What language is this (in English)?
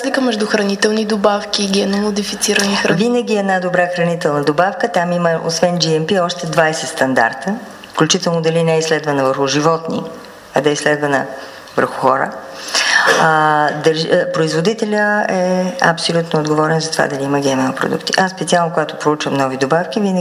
Bulgarian